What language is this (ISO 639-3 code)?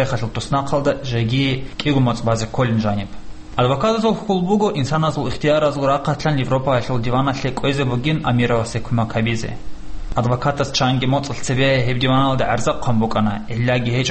ava